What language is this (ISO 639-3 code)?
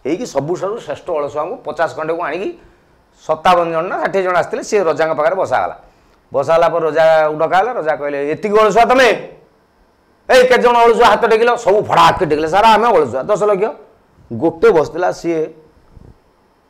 ori